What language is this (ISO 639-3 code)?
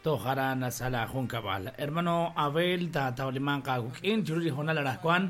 kek